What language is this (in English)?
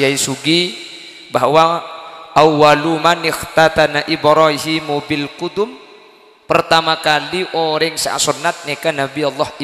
Madurese